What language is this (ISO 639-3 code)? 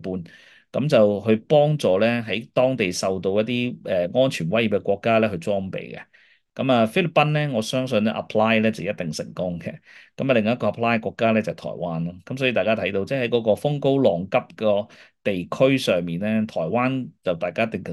yue